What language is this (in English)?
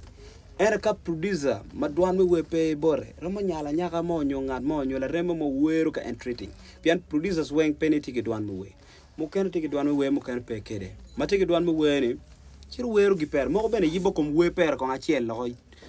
Acoli